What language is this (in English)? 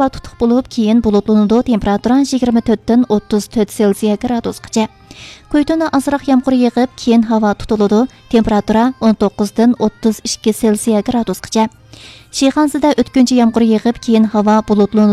Uyghur